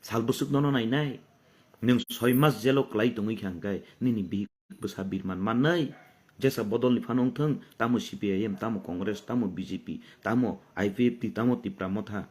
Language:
Kok Borok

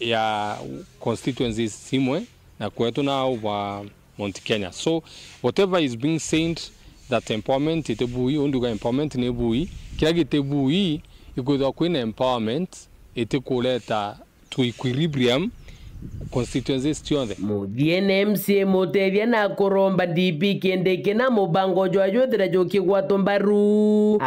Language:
Meru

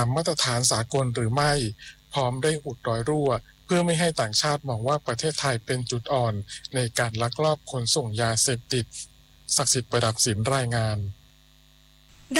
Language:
Thai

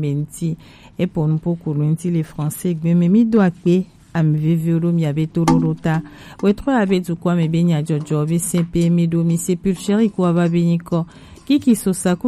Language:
Gen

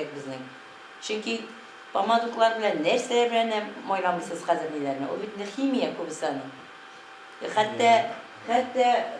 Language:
Tatar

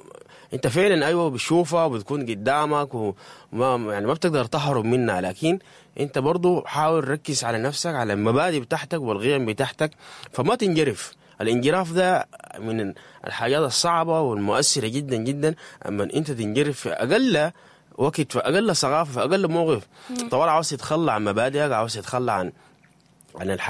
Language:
Sudanese Arabic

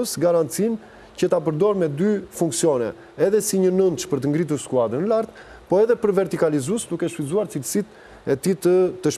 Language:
Albanian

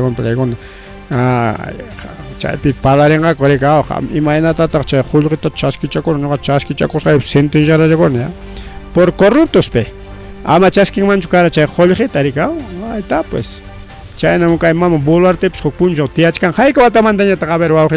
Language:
Ayacucho Quechua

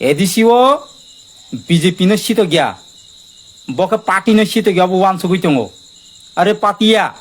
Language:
Kok Borok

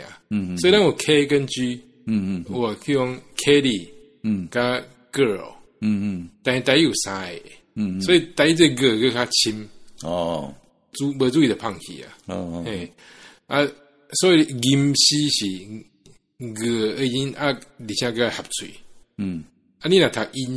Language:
Min Nan Chinese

